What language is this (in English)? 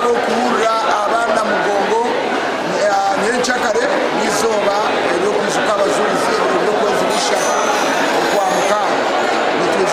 Nyankole